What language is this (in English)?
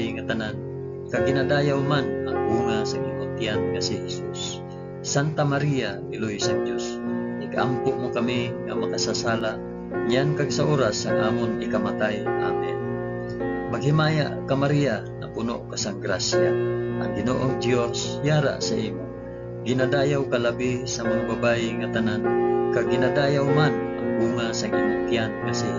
Hiligaynon